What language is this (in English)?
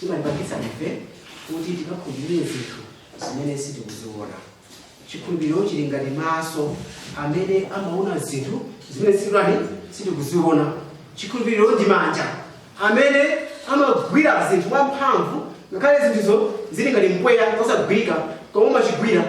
Nyanja